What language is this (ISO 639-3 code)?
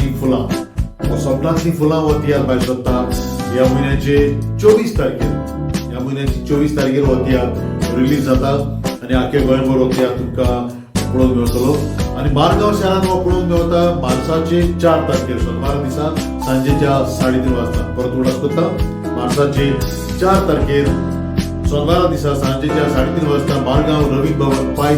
kok